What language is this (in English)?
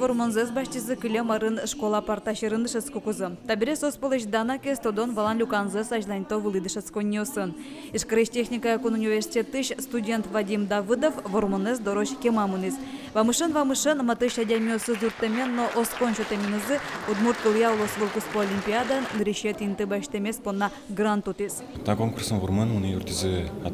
Udmurt